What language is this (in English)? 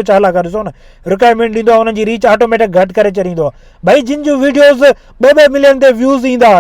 Sindhi